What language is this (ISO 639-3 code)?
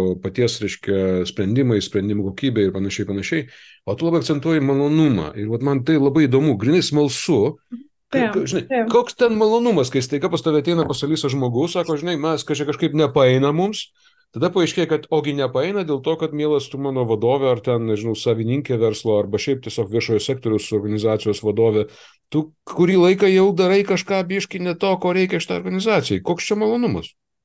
lit